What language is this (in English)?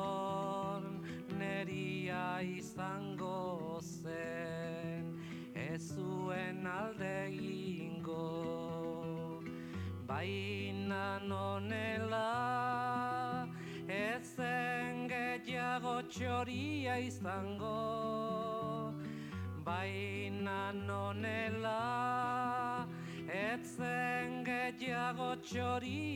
Basque